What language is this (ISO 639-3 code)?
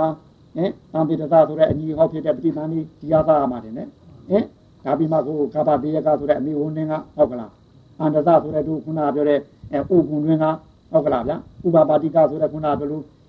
mya